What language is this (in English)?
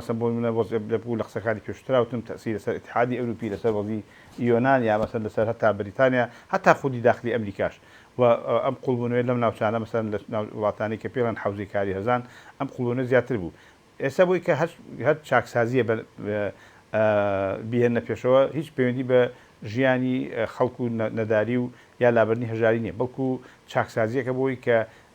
Central Kurdish